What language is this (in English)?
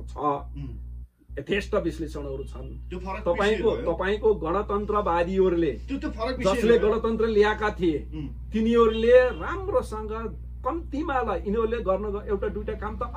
Nepali